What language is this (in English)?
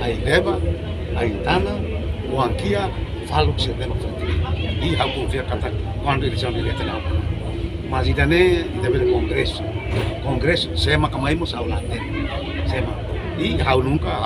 Tetum